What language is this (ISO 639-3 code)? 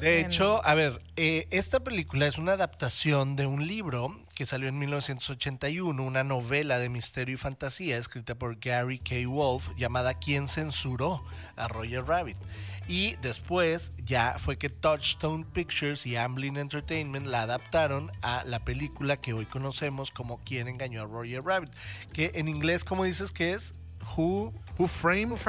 spa